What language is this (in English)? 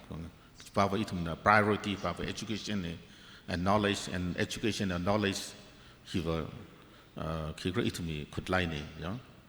Tangkhul Naga (India)